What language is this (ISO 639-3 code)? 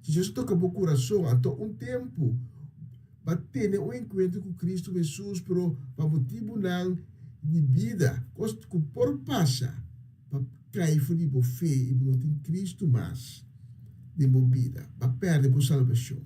pap